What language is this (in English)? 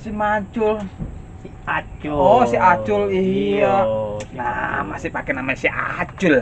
Betawi